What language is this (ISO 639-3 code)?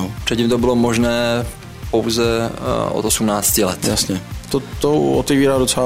ces